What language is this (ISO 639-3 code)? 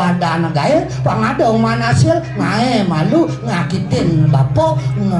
ban